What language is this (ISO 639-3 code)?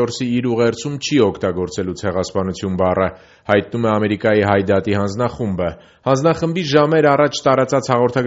hye